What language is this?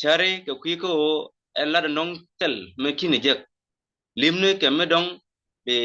Nuer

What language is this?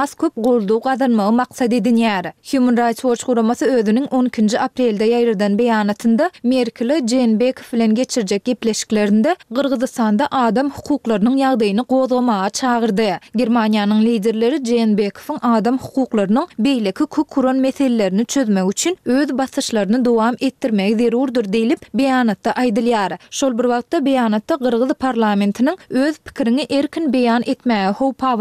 Turkmen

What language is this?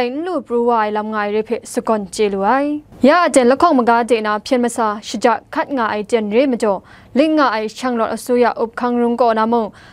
Kachin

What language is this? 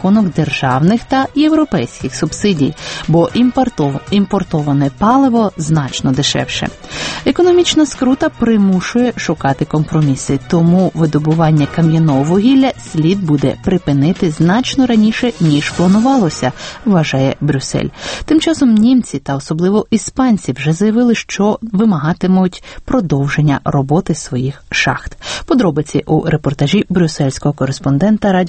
Ukrainian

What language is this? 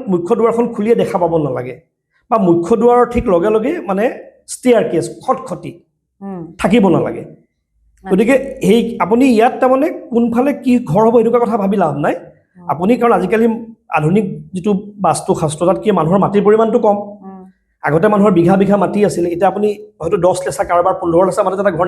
Assamese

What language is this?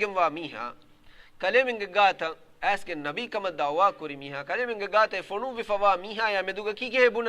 Divehi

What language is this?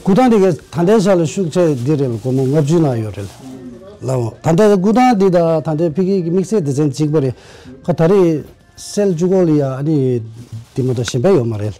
Tibetan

